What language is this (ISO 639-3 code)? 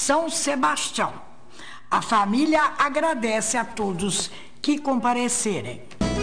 por